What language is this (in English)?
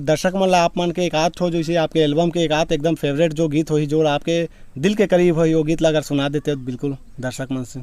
Chhattisgarhi